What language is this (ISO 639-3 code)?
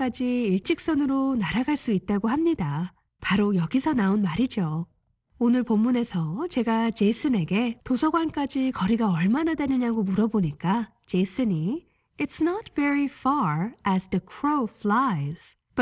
kor